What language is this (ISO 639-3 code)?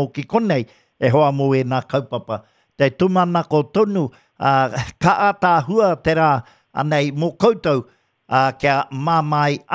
mri